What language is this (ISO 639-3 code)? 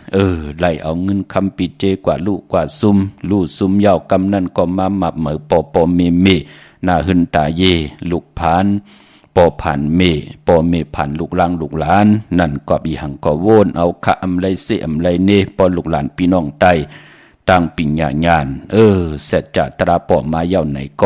shn